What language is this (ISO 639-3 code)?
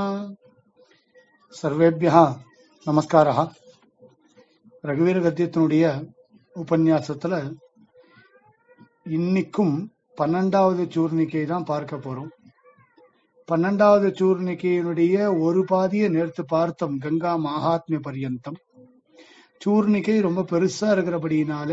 tam